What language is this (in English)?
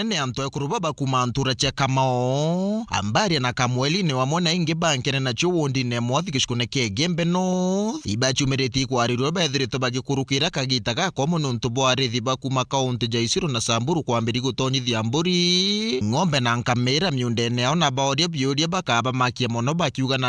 Meru